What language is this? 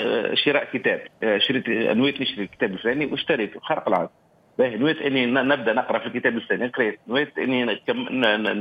Tunisian Arabic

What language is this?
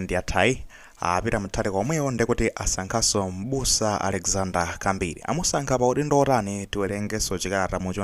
Nyanja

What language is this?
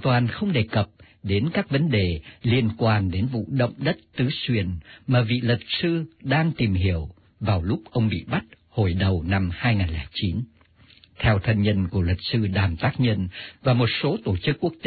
Vietnamese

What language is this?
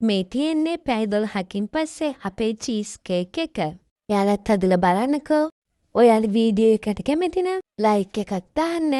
Sinhala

